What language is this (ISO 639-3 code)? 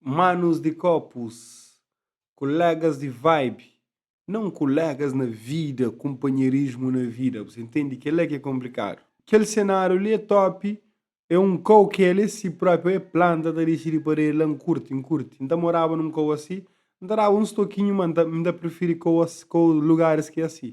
kea